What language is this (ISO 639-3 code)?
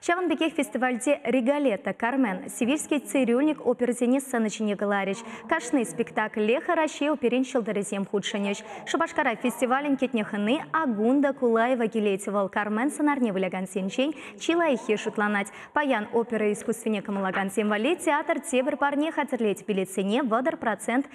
chv